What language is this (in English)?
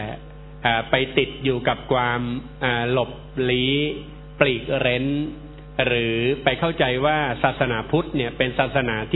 Thai